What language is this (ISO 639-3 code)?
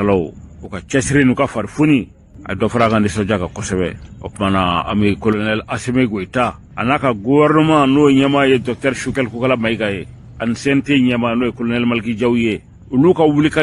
bam